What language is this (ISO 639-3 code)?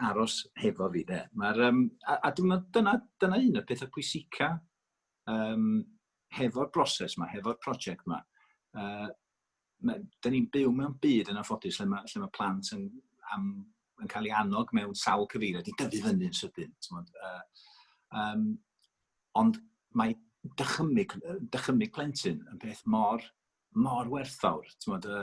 cym